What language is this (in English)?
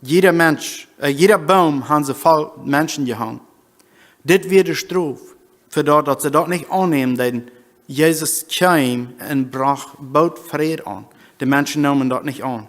Plautdietsch